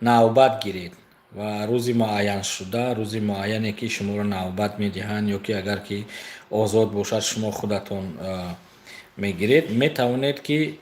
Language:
Tajik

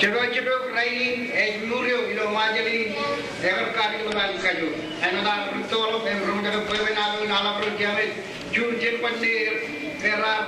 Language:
Marshallese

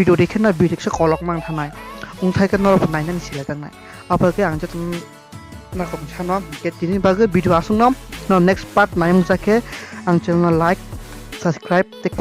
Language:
Kok Borok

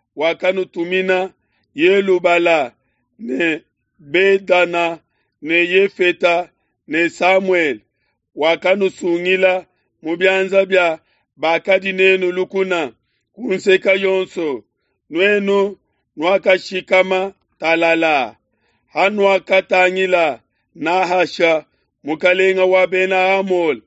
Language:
Luba-Lulua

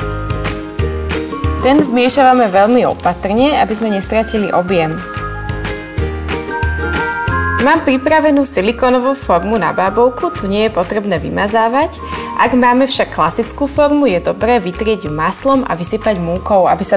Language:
Slovak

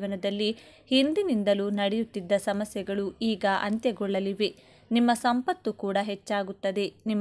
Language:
Kannada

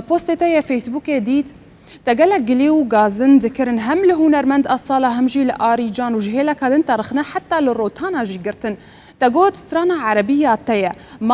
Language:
Kurdish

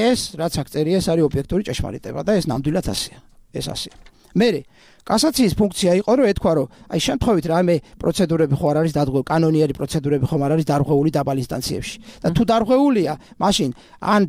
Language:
Georgian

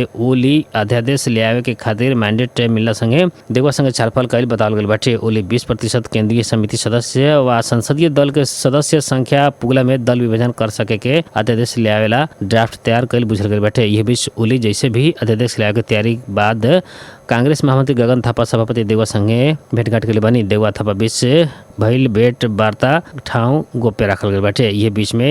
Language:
Bhojpuri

